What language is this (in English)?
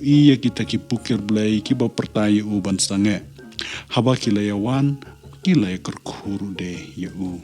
Khasi